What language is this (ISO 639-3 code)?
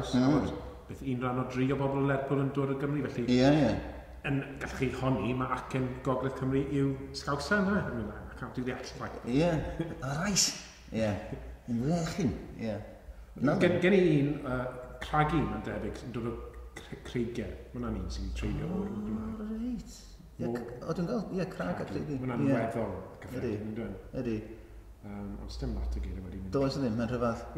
cym